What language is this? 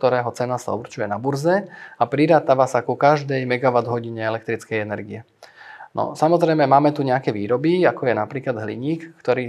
Slovak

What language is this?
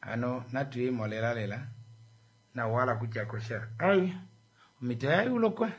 Kuanyama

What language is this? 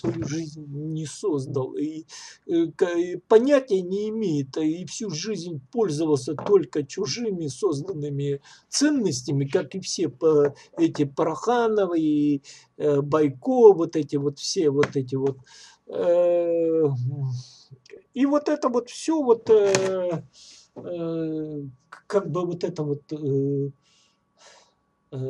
Russian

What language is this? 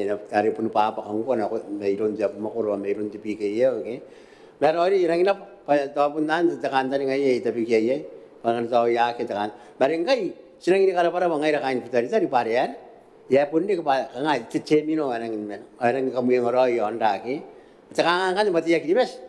Gilbertese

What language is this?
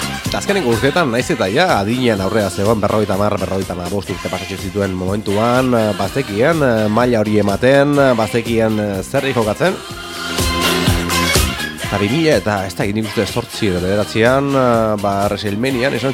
Basque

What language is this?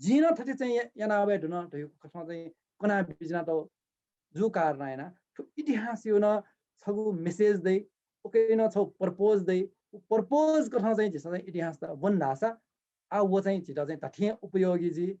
Newari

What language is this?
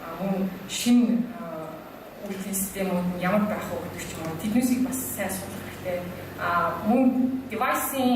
Mongolian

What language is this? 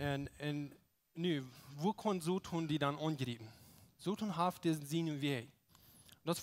Plautdietsch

